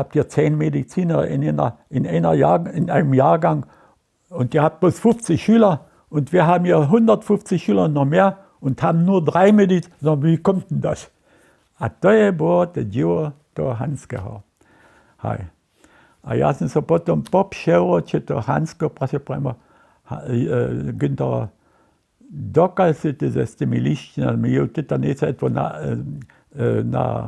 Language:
Upper Sorbian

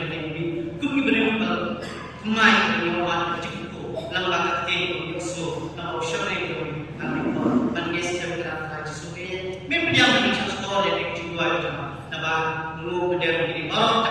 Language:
Khasi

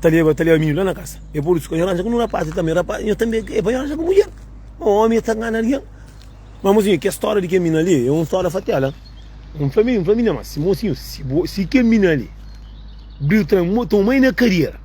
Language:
Kabuverdianu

